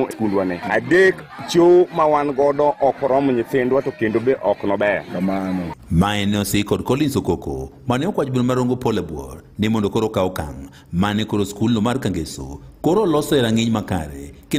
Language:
Luo (Kenya and Tanzania)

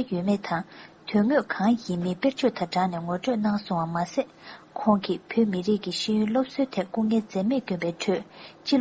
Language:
Tibetan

